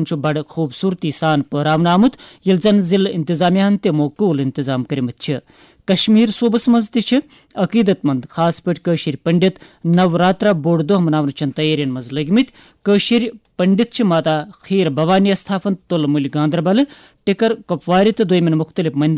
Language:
Kashmiri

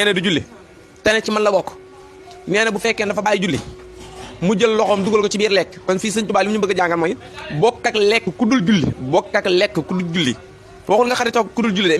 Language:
Wolof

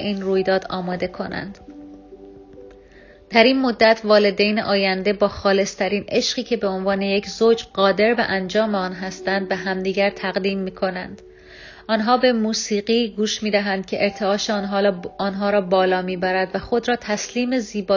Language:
Persian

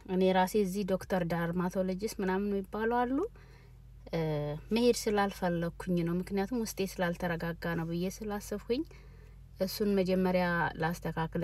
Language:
Amharic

